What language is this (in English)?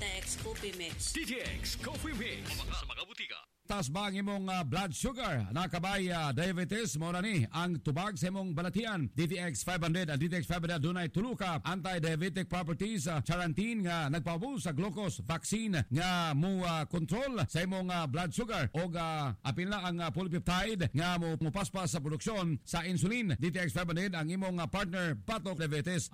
Cebuano